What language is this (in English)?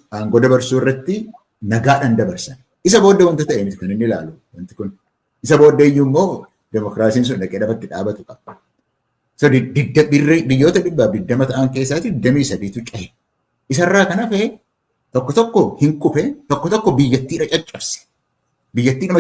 Oromo